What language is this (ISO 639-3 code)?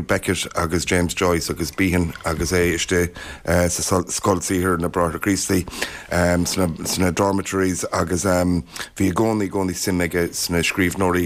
gle